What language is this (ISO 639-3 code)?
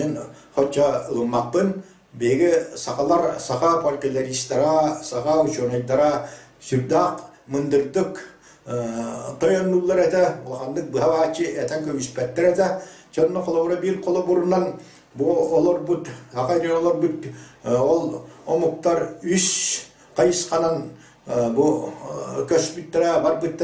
sah